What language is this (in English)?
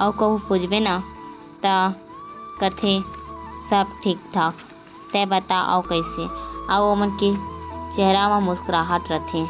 Chhattisgarhi